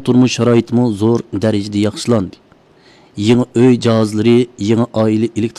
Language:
Uyghur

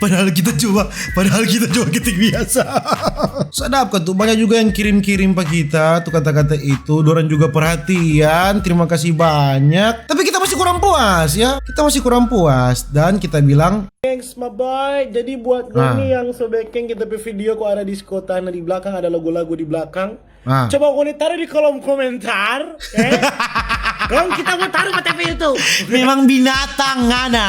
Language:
Manado Malay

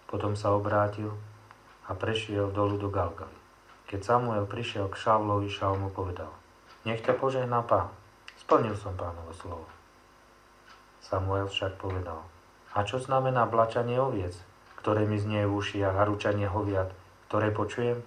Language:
Slovak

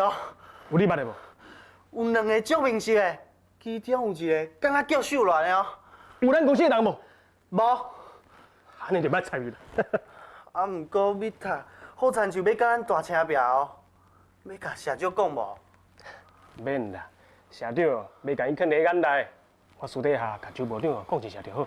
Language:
Min Nan Chinese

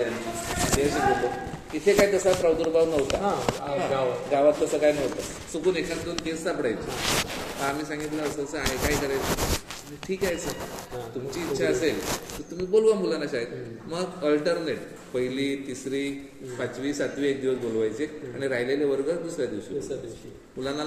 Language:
Marathi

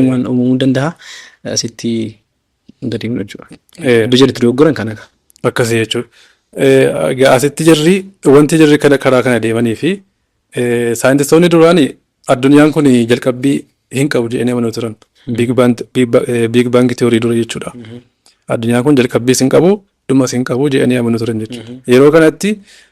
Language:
Oromo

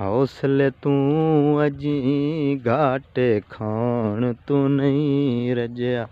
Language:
Saraiki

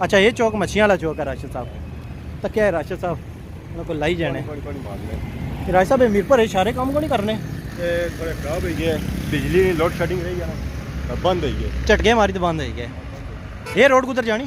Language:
Pahari-Potwari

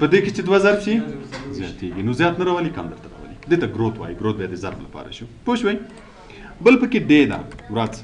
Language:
Pashto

